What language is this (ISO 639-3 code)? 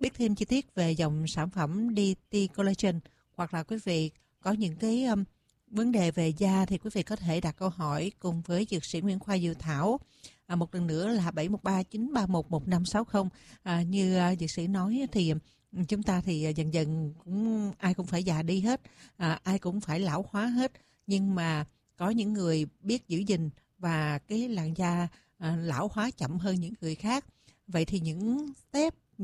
vie